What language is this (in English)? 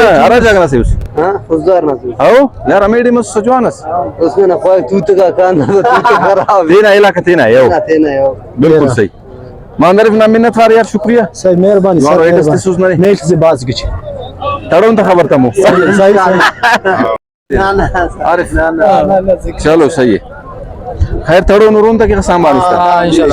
Brahui